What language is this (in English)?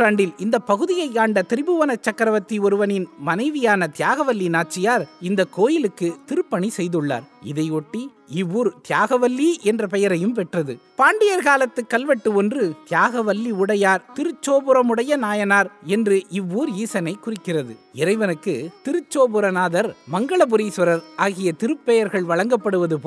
Tamil